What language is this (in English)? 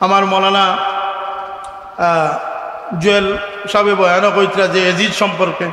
Sylheti